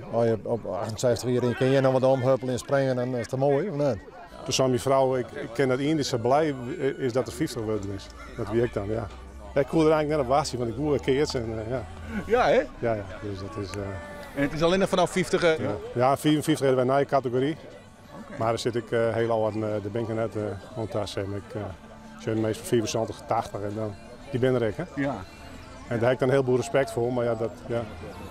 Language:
Western Frisian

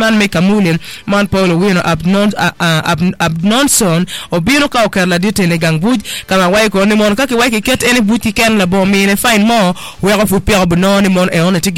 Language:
Acoli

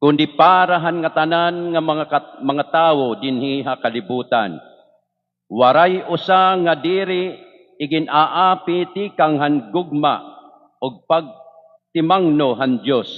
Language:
Waray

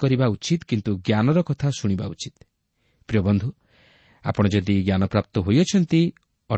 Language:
Odia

